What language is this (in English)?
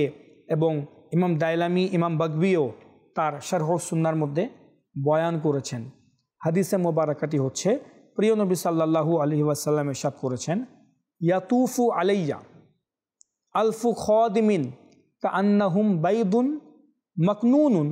Bangla